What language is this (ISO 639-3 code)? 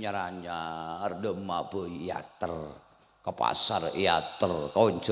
mad